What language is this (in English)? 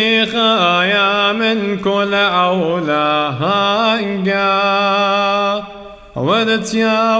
Classical Syriac